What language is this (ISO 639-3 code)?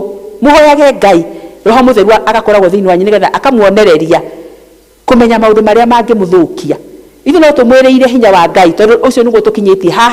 kik